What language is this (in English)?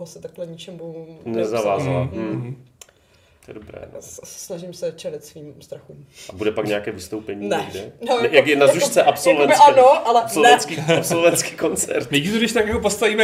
Czech